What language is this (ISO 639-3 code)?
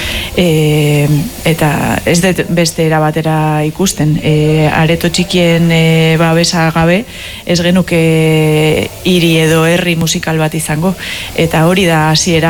eus